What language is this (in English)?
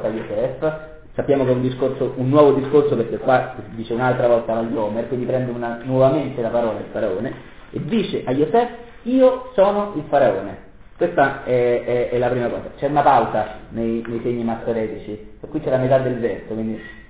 Italian